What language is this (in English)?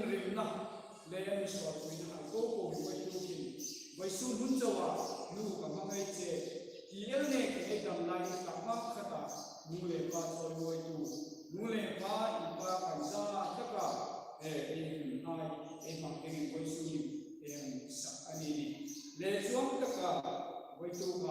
Hmar